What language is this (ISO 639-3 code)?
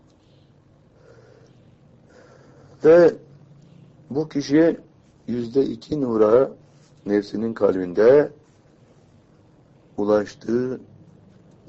tur